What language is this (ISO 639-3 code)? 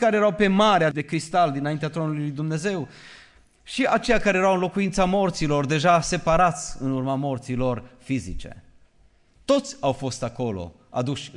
ron